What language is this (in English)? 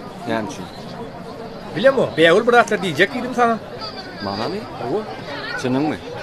Turkmen